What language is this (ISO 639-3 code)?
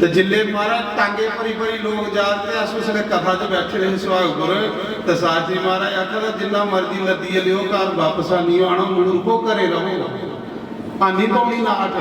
doi